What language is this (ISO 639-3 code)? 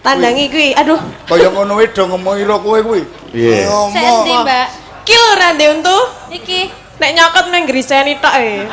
jav